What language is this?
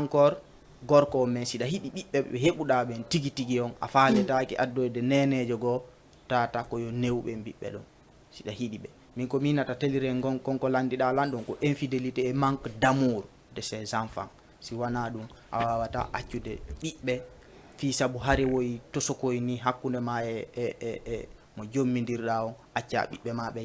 Fula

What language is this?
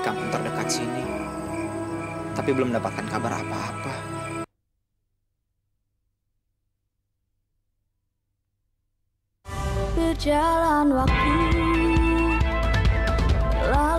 Indonesian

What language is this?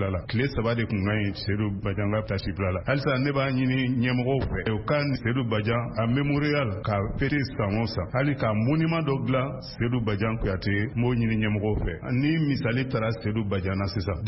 Bambara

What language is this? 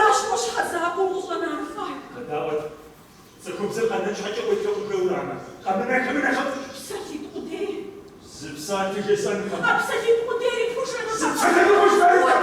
Kabardian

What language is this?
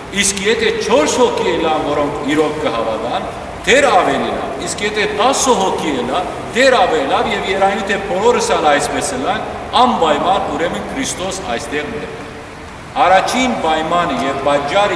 Western Armenian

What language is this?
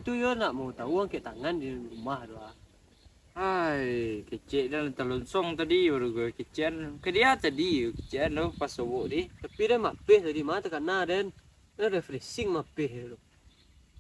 Minangkabau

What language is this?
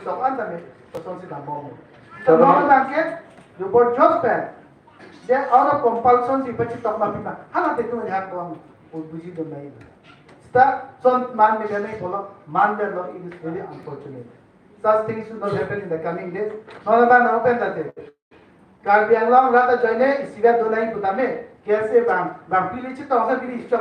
Karbi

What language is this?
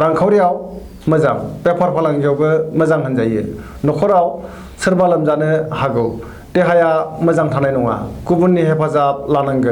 Bodo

